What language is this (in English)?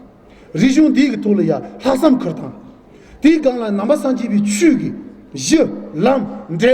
Tibetan